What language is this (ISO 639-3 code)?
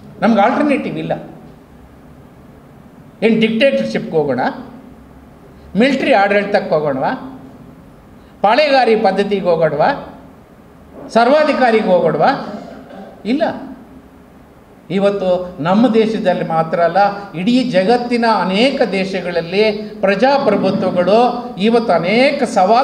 kan